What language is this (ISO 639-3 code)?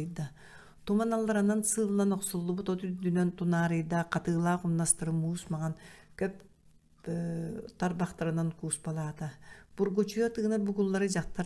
sah